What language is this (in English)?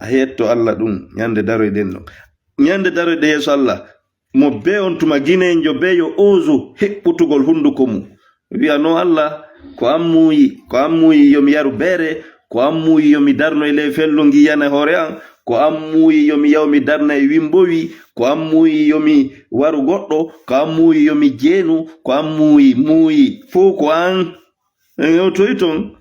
Fula